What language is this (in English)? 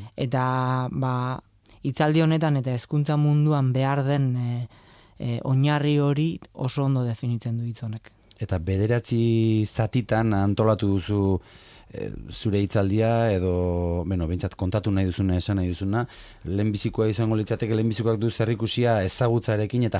Basque